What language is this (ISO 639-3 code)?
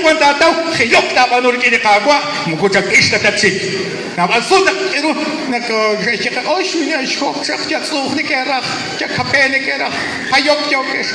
kek